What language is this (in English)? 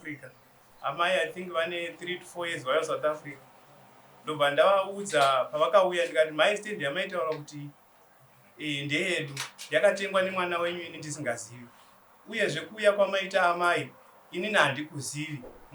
Shona